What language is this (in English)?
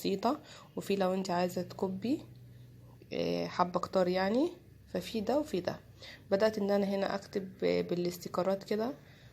Egyptian Arabic